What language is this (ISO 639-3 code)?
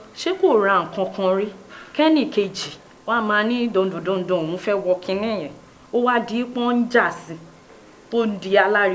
yor